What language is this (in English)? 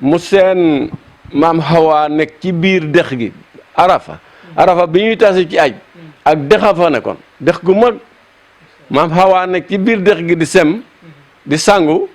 Wolof